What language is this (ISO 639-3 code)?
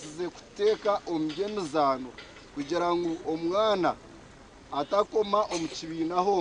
nyn